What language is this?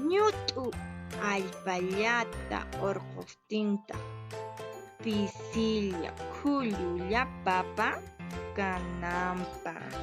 Quechua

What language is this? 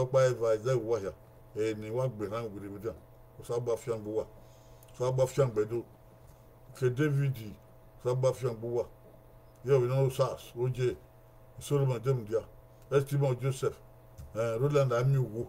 Bini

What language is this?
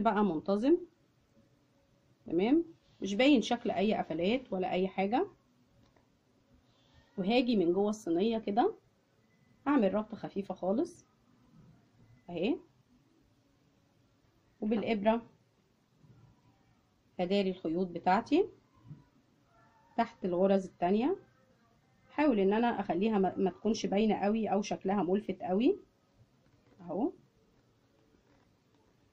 Egyptian Arabic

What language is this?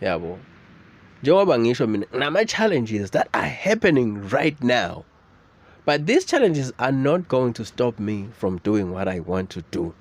Zulu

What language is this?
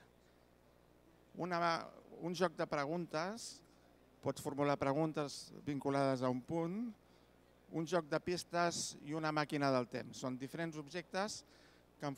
Catalan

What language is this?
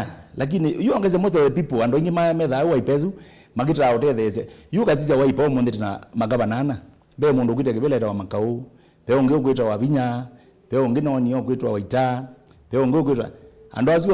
Kamba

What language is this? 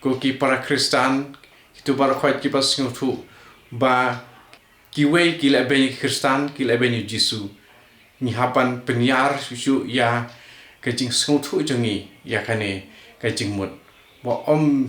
Khasi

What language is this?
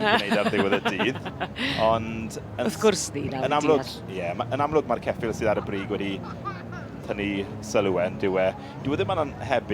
Welsh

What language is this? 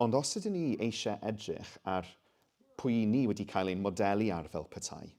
Welsh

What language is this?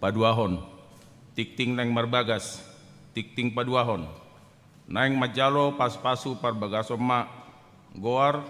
Batak Toba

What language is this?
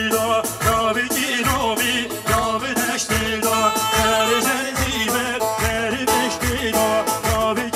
Kurdish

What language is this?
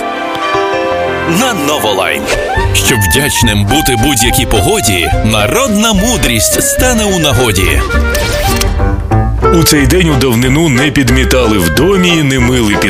Ukrainian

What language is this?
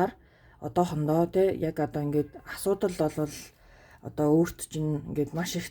Mongolian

